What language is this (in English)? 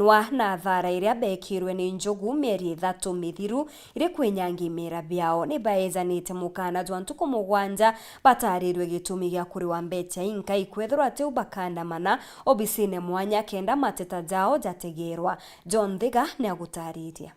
Meru